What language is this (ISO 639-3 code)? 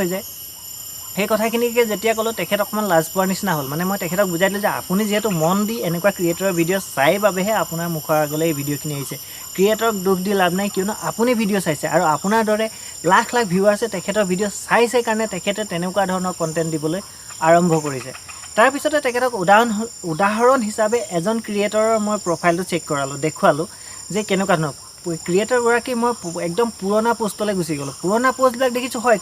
asm